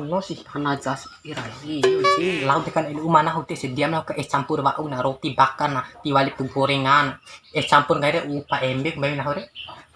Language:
Bima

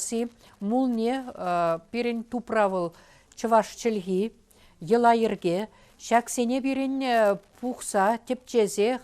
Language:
Chuvash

